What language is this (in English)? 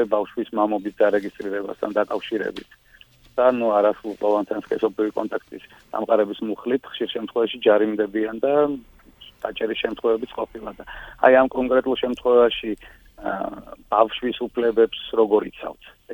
Georgian